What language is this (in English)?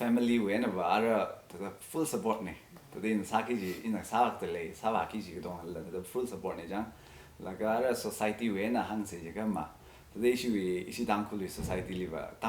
Tangkhul Naga (India)